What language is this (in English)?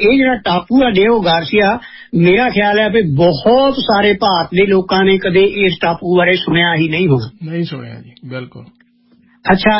Punjabi